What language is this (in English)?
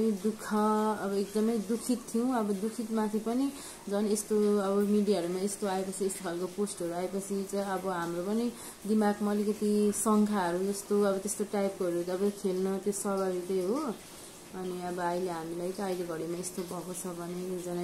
Nepali